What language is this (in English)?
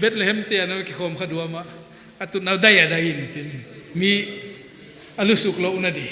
Paite Chin